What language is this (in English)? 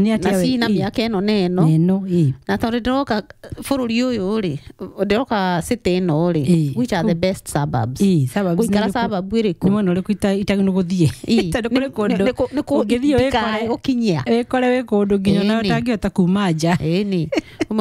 Kikuyu